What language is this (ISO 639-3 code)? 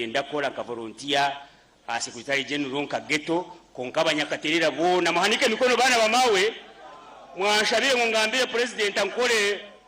nyn